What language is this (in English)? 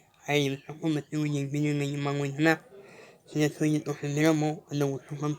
Manipuri